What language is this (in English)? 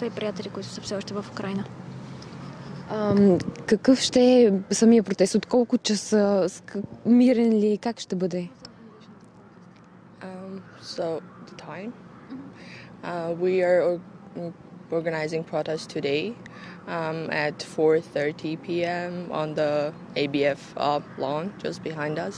Bulgarian